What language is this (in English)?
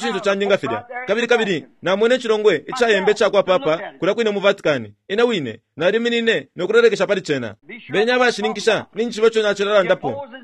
Bemba